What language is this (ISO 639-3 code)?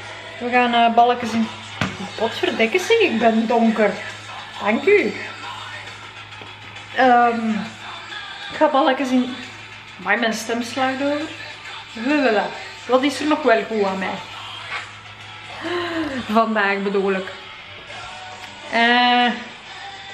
nld